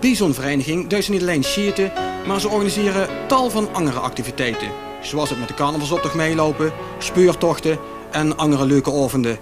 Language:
Limburgish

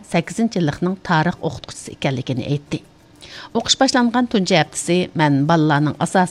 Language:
Uyghur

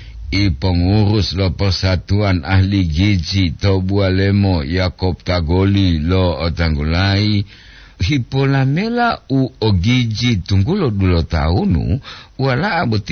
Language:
Gorontalo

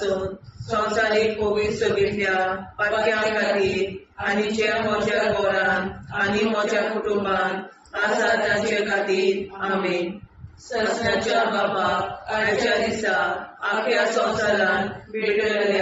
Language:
Konkani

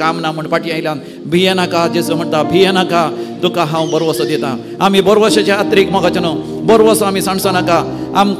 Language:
Konkani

